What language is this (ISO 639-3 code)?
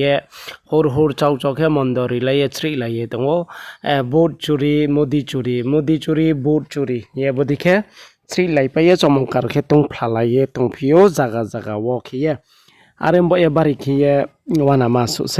ria